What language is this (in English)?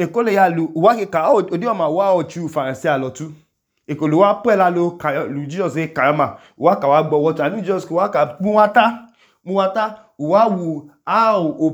Idoma